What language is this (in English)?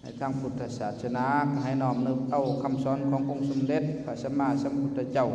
Lao